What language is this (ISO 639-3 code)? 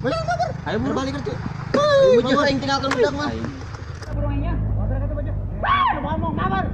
sun